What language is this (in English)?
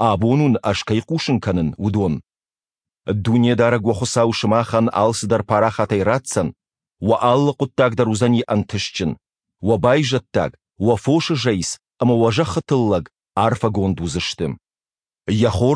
Ossetic